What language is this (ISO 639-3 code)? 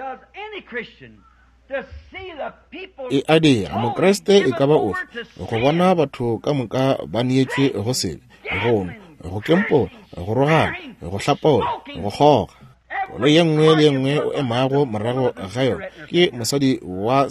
nso